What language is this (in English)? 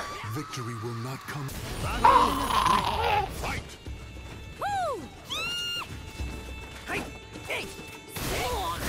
Finnish